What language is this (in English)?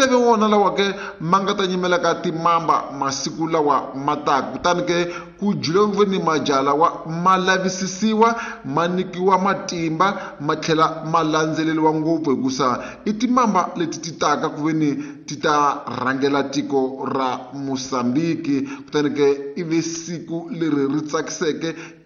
Tsonga